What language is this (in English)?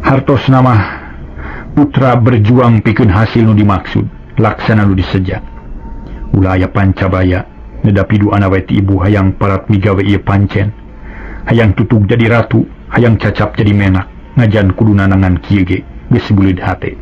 Sundanese